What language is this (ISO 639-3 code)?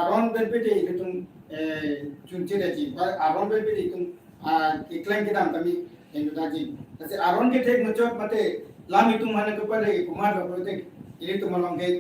mjw